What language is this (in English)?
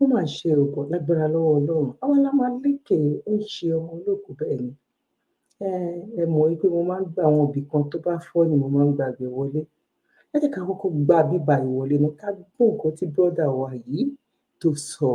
Yoruba